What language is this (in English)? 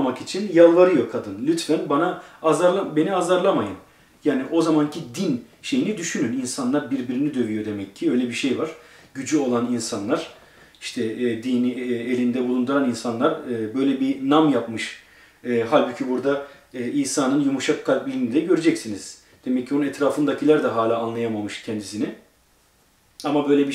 Turkish